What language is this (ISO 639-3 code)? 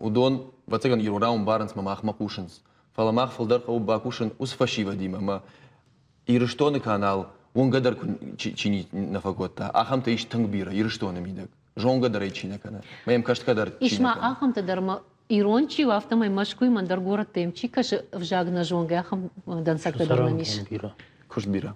oss